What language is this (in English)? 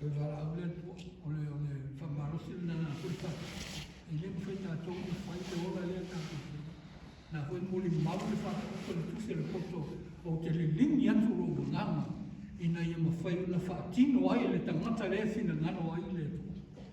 Samoan